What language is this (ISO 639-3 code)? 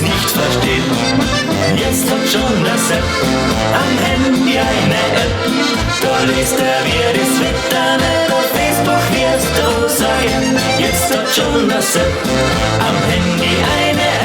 bar